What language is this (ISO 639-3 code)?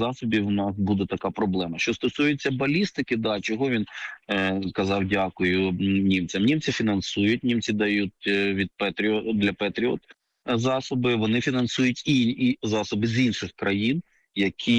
ukr